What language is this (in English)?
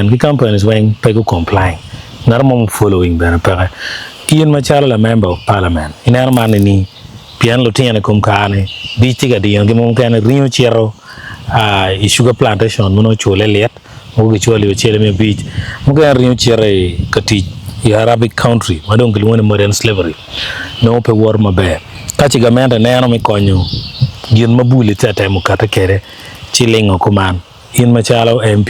Acoli